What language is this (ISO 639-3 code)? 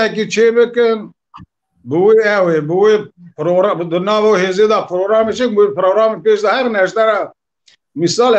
kur